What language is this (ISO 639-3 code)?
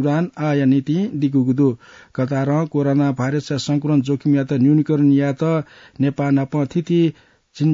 new